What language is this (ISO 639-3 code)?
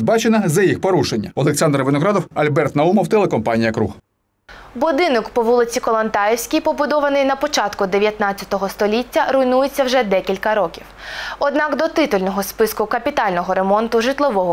ukr